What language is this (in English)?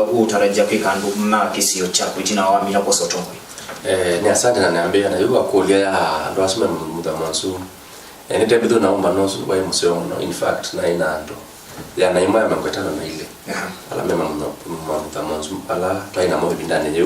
Kamba